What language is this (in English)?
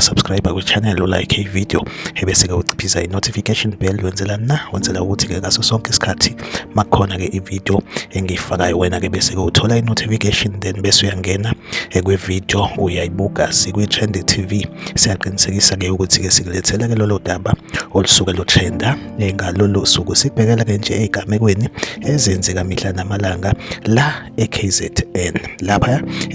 Zulu